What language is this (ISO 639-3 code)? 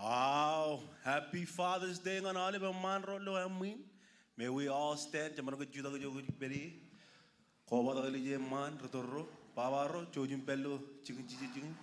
mah